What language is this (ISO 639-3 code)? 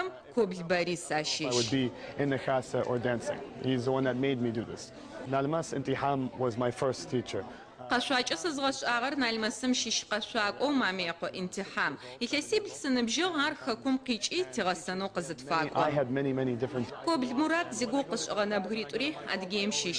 ady